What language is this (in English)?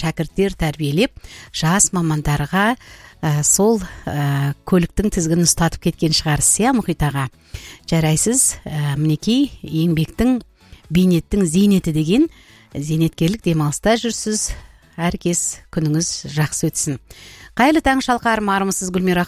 Kazakh